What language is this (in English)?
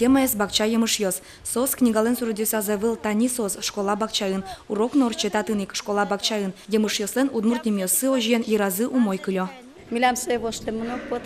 Udmurt